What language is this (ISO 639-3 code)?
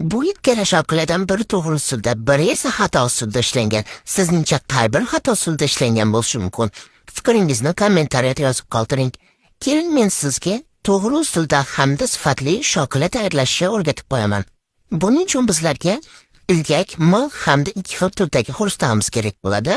uzb